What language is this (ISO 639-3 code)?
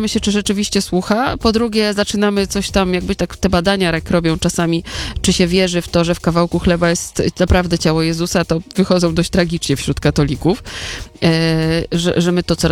pol